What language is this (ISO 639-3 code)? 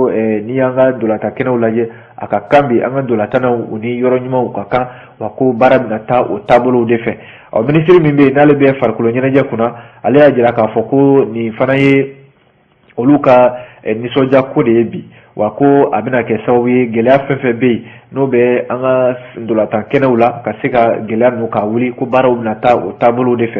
bam